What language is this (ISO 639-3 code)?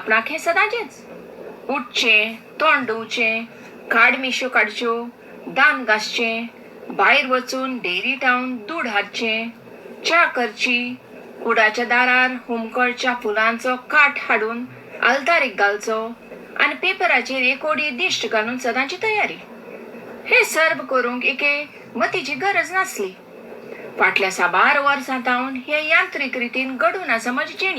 kok